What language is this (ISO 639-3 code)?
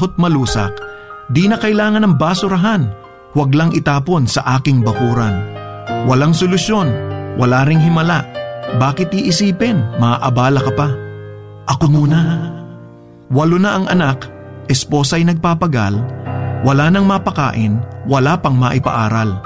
fil